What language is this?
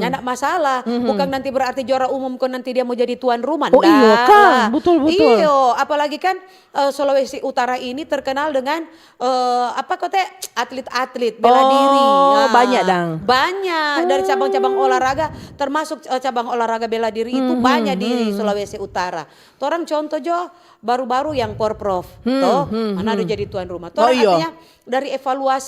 Manado Malay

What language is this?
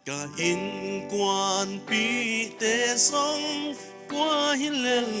Paite Chin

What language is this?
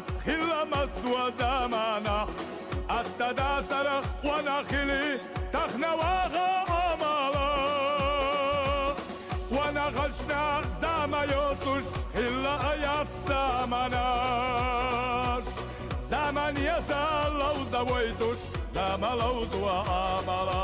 Chechen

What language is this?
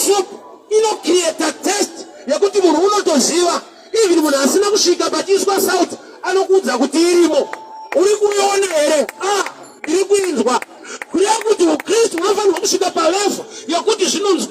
Shona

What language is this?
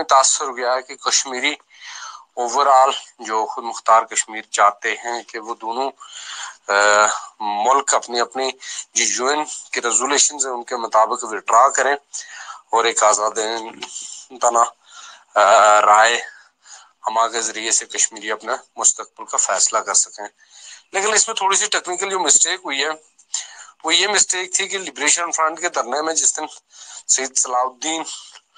Urdu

